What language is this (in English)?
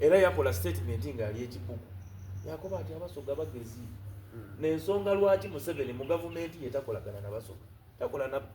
Soga